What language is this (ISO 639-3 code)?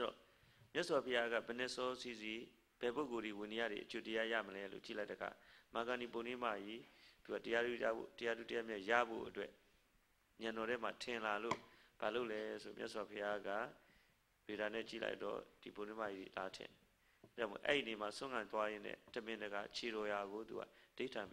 mya